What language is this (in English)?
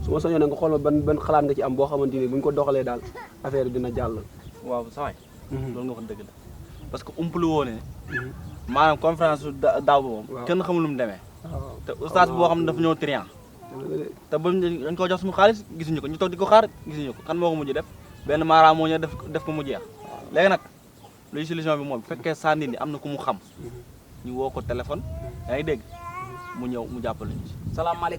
Wolof